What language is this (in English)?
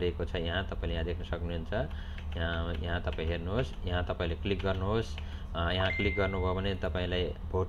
Nepali